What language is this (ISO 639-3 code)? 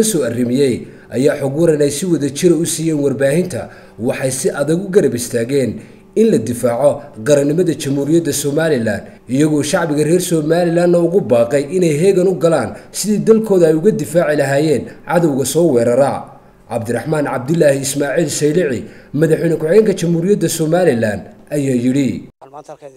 som